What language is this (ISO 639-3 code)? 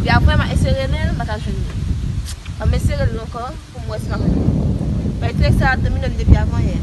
hat